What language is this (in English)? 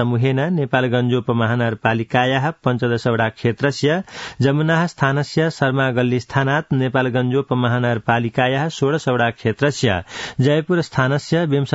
Sanskrit